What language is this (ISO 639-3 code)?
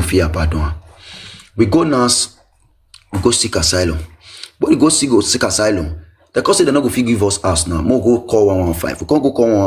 pcm